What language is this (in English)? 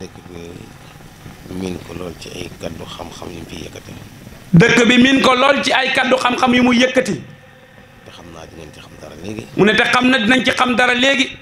Wolof